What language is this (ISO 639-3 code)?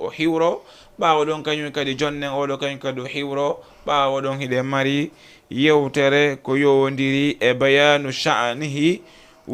ful